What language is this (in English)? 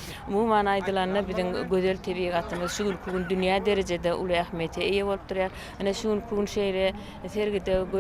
Turkmen